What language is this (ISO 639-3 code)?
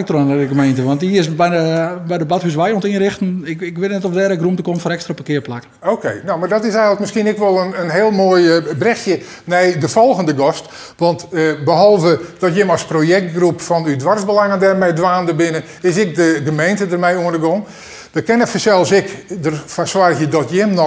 fry